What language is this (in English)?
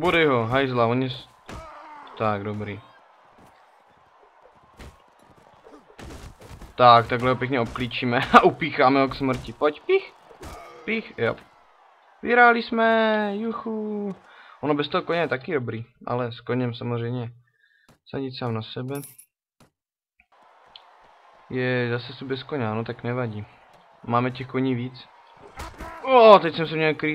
Czech